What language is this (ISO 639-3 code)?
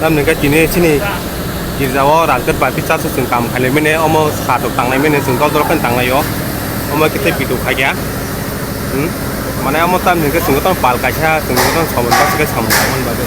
trp